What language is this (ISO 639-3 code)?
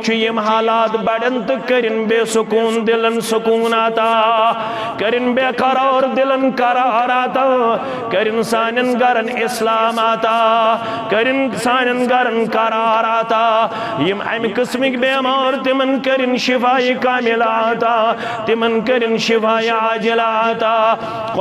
kas